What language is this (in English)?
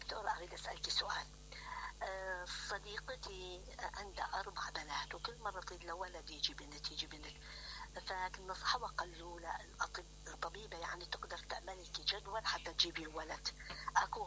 Mesopotamian Arabic